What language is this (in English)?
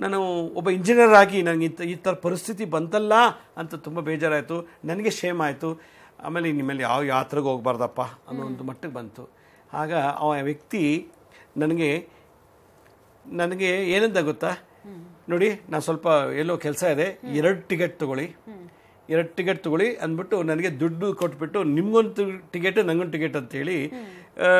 Kannada